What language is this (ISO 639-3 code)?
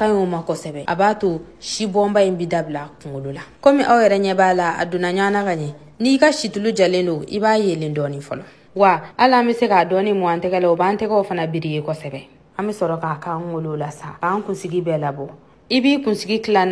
bam